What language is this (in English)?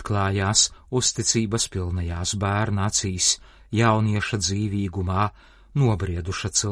Latvian